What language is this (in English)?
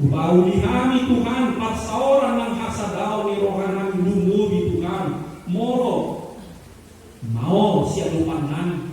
Batak Toba